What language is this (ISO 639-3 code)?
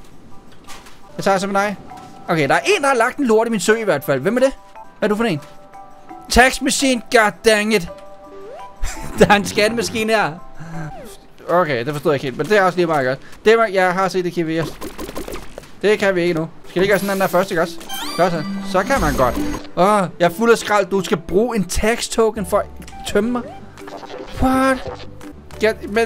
dan